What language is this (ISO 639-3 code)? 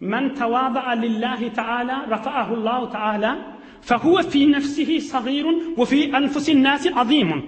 tuk